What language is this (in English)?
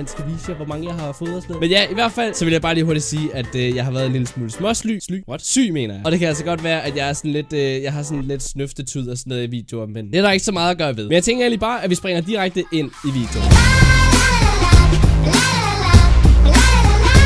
Danish